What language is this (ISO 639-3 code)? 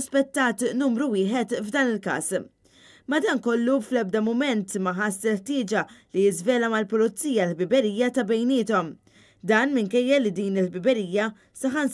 mlt